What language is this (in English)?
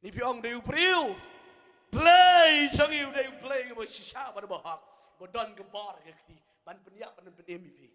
Khasi